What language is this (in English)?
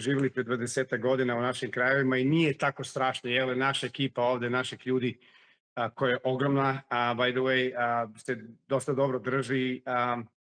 Serbian